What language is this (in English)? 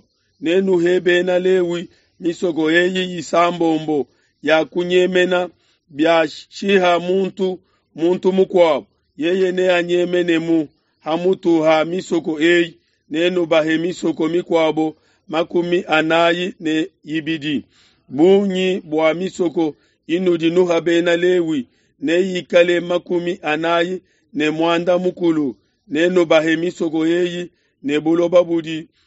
Luba-Lulua